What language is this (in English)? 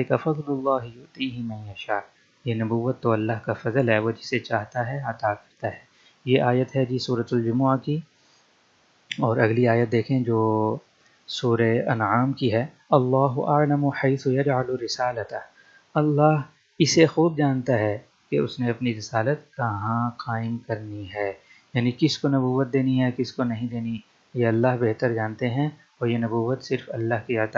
Urdu